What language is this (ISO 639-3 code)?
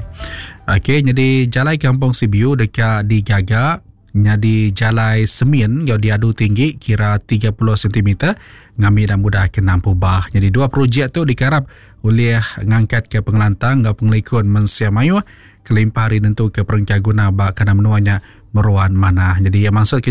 iba